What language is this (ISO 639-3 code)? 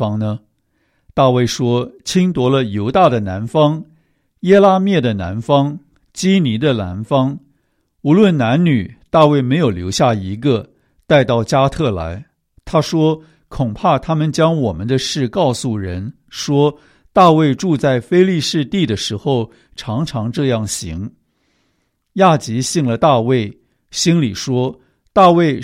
zho